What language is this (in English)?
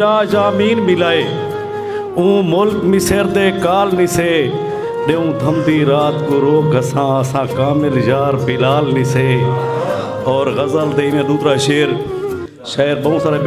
Saraiki